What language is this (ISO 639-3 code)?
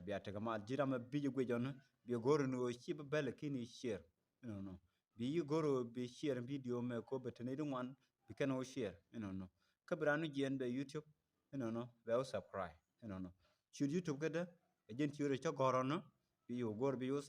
nus